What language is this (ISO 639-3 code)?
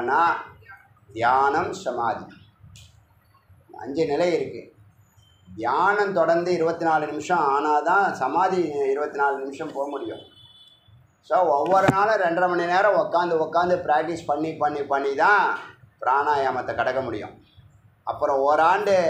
tam